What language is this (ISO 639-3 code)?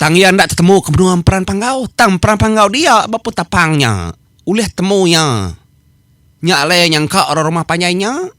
iba